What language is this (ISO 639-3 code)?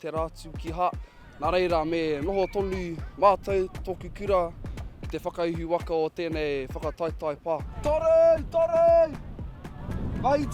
mri